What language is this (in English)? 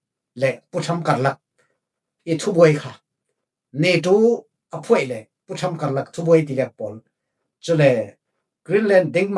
Falam Chin